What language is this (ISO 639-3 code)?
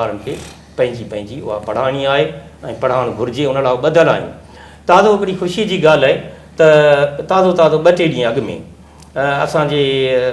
snd